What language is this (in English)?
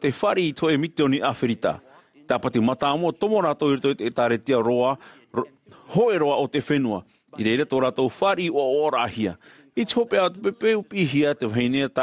Tahitian